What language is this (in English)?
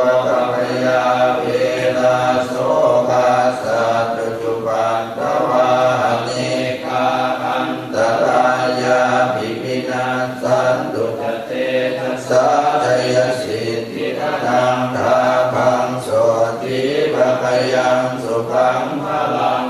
Pali